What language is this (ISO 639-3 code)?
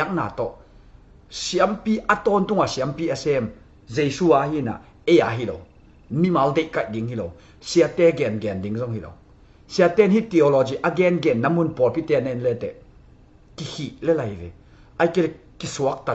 ctd